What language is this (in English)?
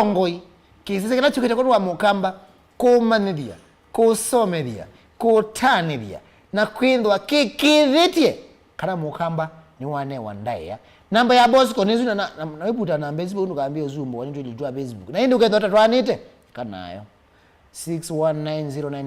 Kamba